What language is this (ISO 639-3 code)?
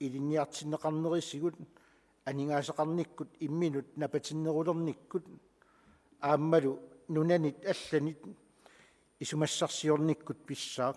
kal